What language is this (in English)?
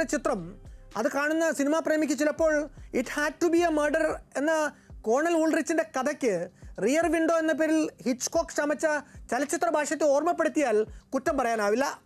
Malayalam